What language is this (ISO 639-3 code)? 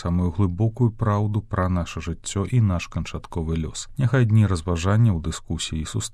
bel